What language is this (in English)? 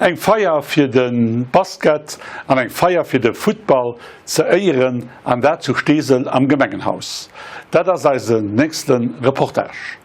Luxembourgish